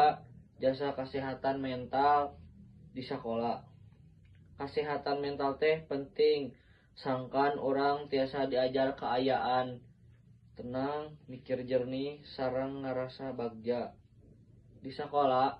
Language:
Sundanese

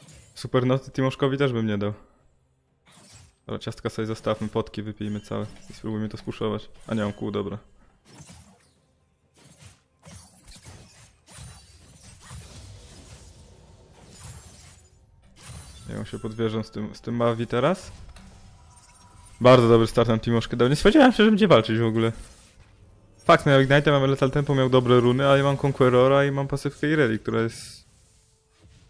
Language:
Polish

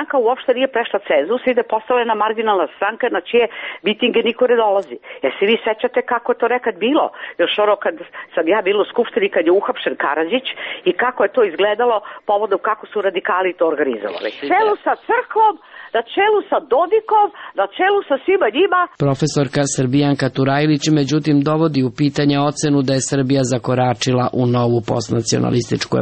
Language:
Serbian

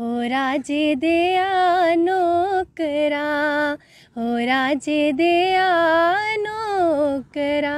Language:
Dogri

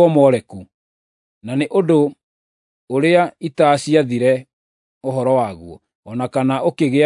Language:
Kikuyu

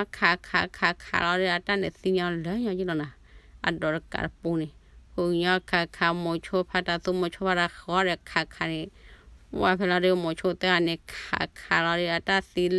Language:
S'gaw Karen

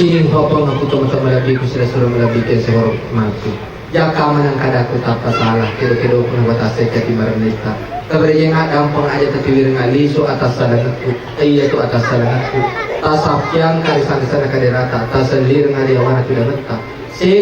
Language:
Buginese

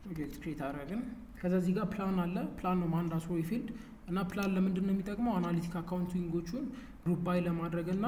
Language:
Amharic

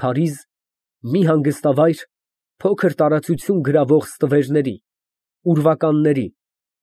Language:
Armenian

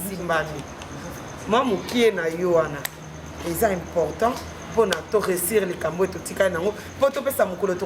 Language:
Lingala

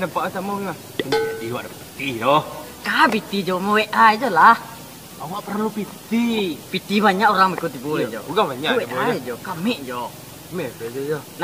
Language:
Minangkabau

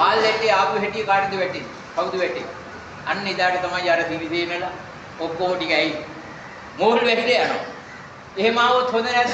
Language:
Sinhala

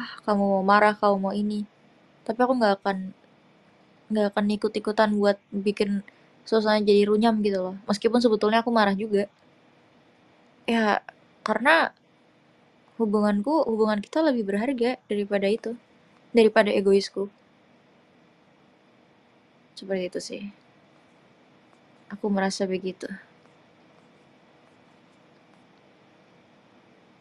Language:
Indonesian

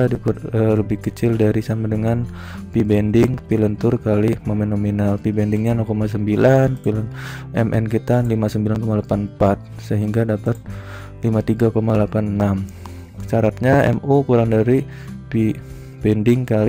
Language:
Indonesian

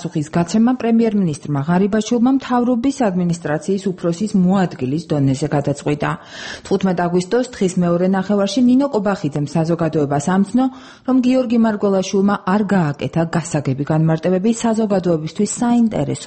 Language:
Georgian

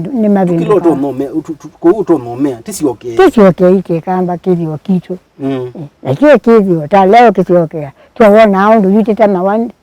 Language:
Kamba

